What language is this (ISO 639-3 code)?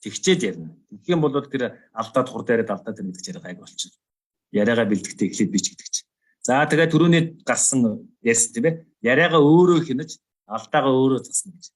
mon